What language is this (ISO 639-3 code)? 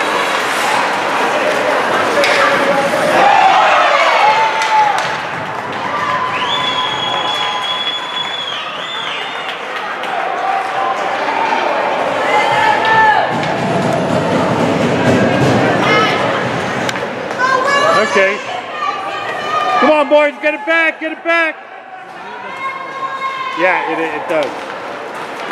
eng